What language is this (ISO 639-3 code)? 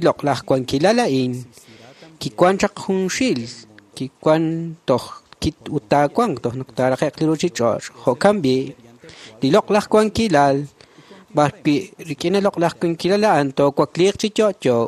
kek